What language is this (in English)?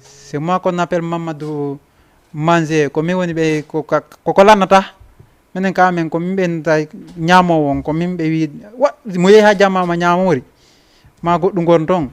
Fula